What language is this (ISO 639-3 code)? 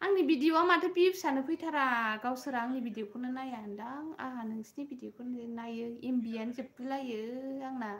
brx